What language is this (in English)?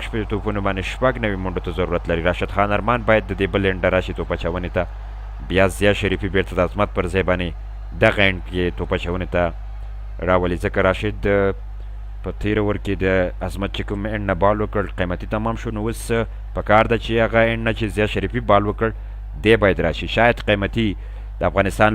Pashto